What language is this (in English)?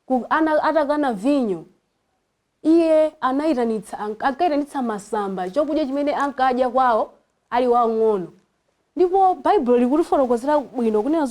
Nyanja